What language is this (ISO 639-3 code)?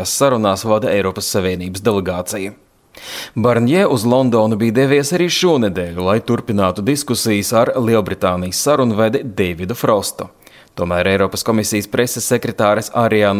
lav